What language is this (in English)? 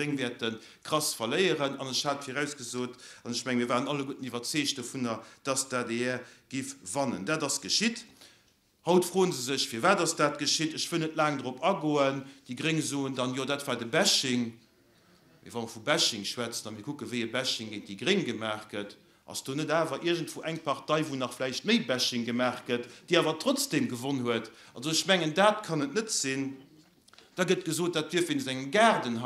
Luxembourgish